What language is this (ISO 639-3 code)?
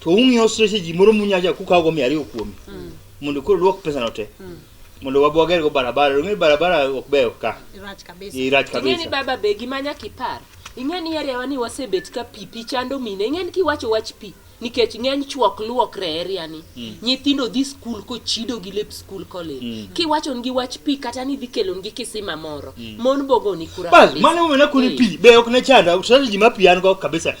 luo